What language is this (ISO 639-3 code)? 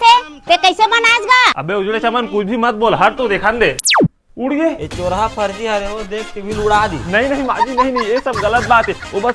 hne